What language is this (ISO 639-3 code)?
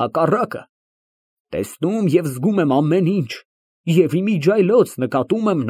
hye